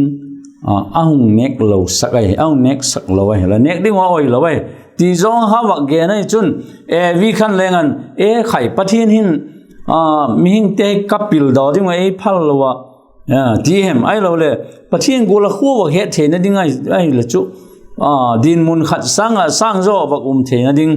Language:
Vaiphei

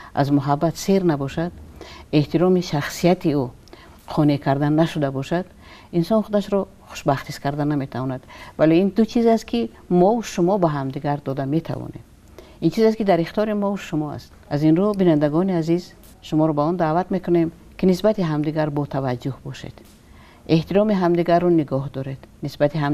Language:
Tajik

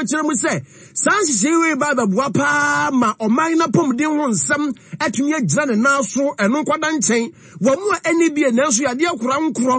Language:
Akan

